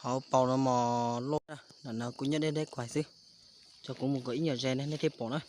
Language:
Hmong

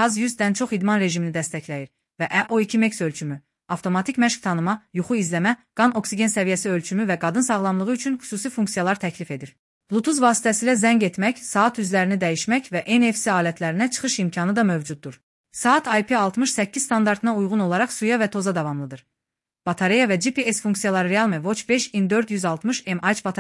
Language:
Azerbaijani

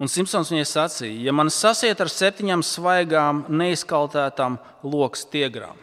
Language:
Latvian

